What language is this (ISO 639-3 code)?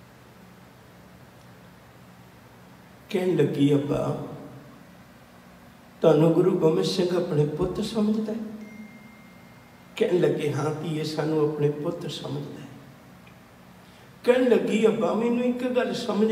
pan